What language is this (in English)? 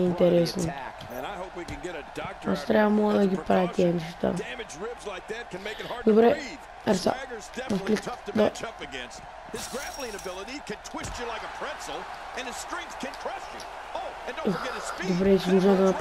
Bulgarian